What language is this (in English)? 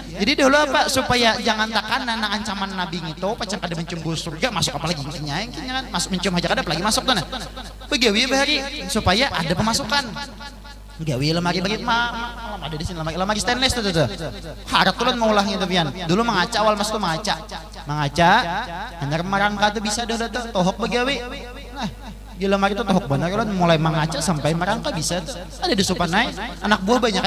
Banjar